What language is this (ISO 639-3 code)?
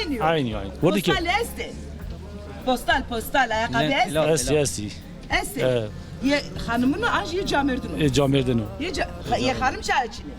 zza